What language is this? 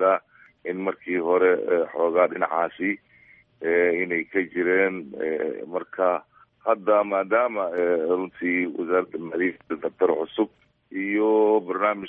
Somali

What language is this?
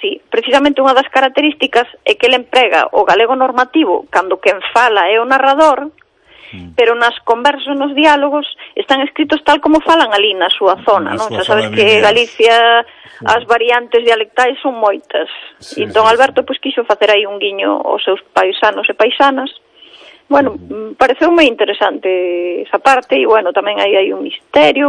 Galician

